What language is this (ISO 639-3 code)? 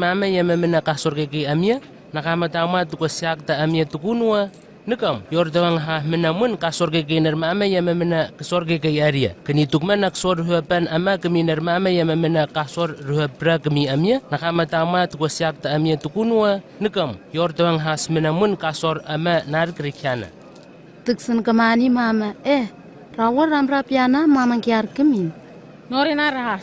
nwi